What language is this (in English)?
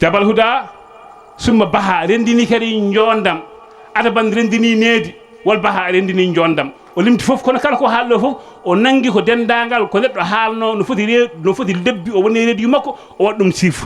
Fula